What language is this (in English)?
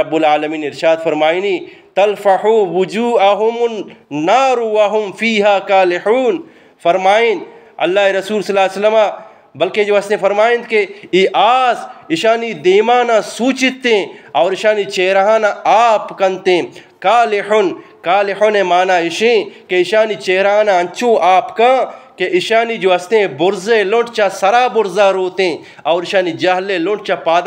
Eastern Balochi